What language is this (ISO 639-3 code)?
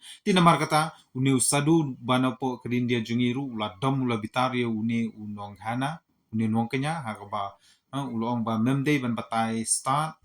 kha